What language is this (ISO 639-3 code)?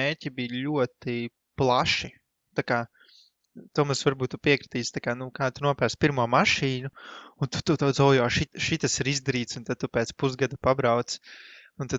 lav